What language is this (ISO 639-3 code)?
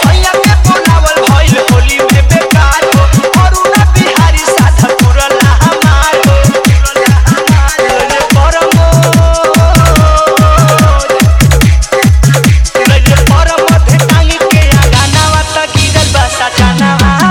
bho